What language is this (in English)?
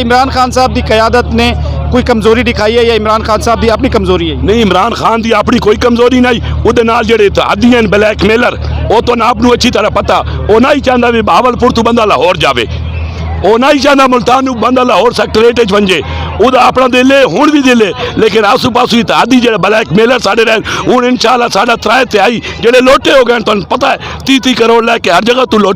Saraiki